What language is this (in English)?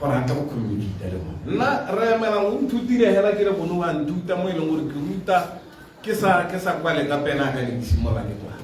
Tswana